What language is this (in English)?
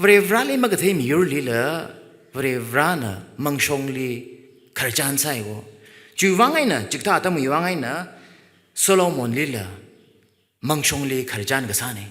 Tangkhul Naga (India)